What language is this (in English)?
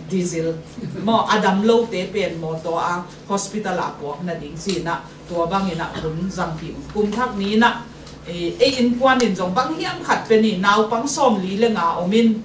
Tedim Chin